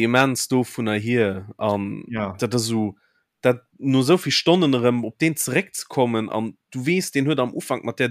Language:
Luxembourgish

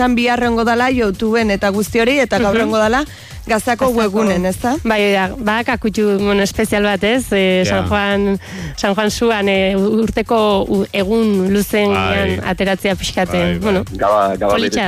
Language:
Basque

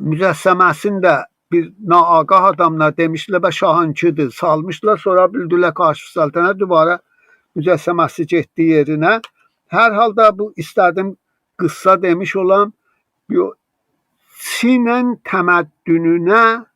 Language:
South Azerbaijani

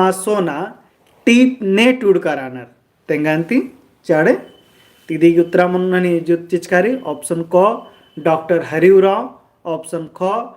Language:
Kurukh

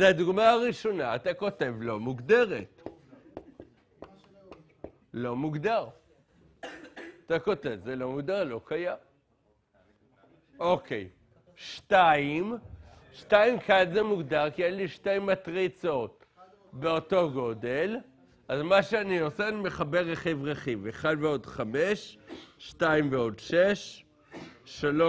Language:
Hebrew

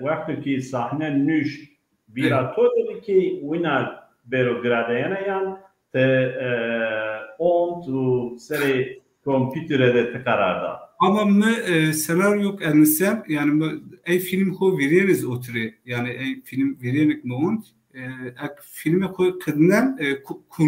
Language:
Zaza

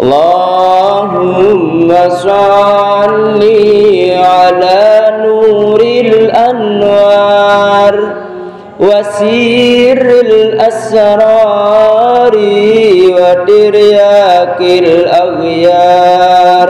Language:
Sasak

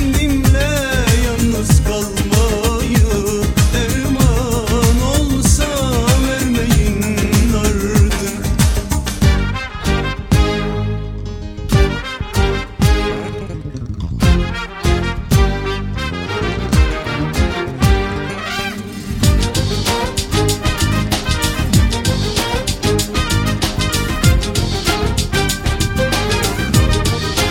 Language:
Turkish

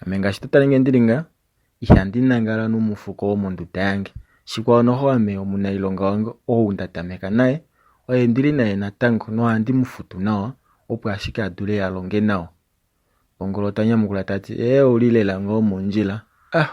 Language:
Kuanyama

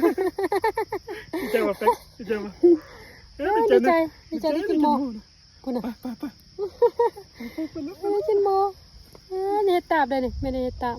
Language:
Northeastern Thai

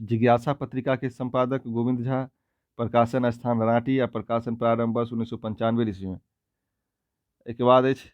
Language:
Maithili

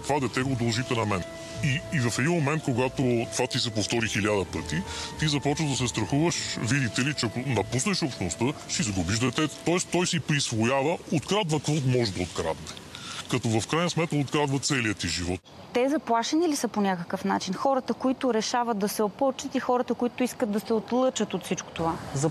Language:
Bulgarian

